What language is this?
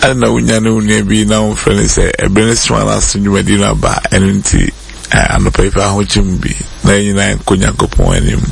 Akan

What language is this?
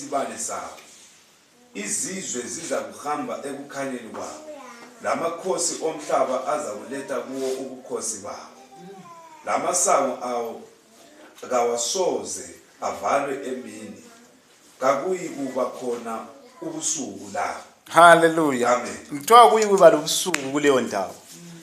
North Ndebele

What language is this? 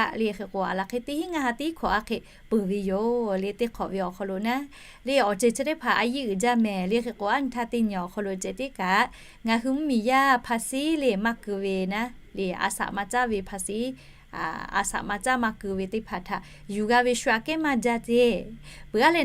Lahu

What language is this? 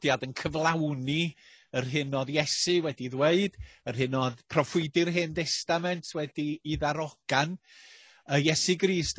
Welsh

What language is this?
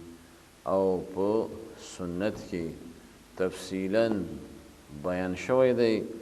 Pashto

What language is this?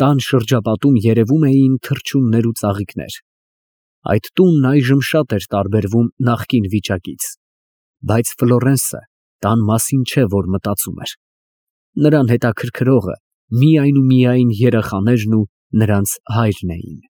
Armenian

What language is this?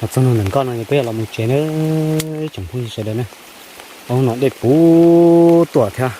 Hmong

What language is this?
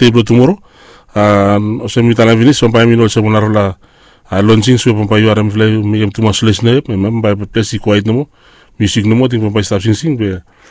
Bislama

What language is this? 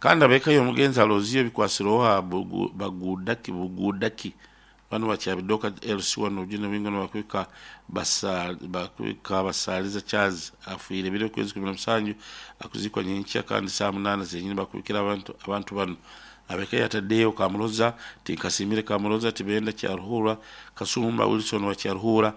Nyoro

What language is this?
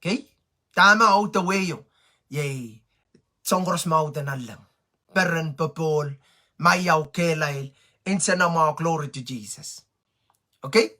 Pohnpeian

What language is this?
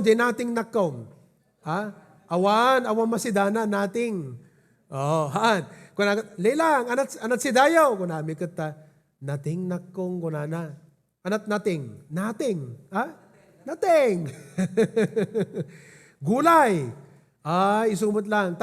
Iloko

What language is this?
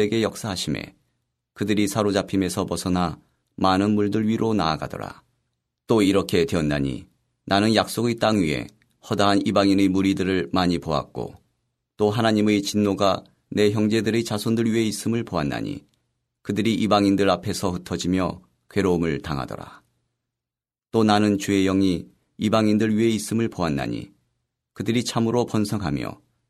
Korean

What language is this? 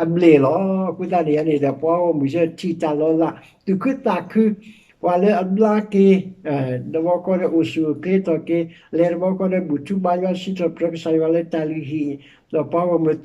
S'gaw Karen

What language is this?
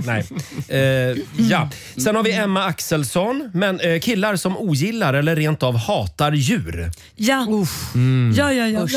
Swedish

